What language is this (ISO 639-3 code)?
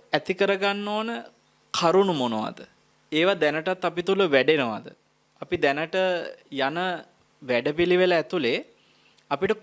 sin